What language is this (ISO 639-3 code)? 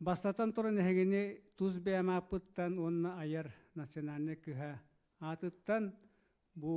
sah